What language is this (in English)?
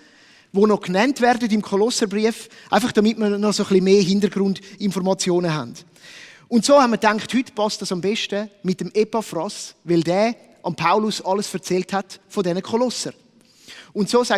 Swiss German